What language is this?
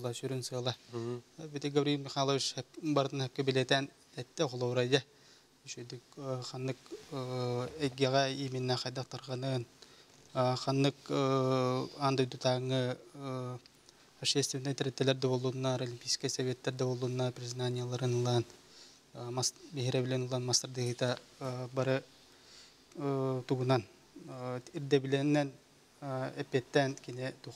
Yakut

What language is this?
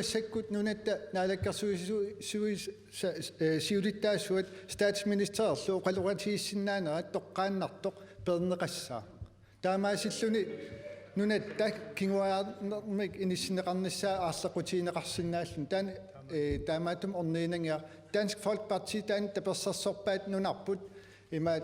Kalaallisut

